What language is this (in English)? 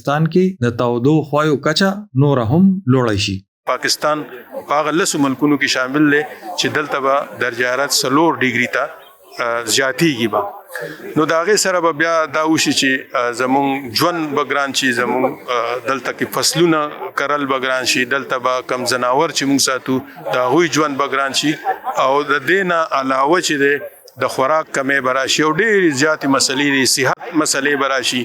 Pashto